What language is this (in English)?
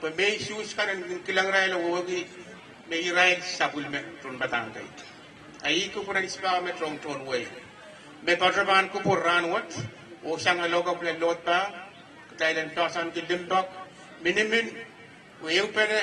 Pohnpeian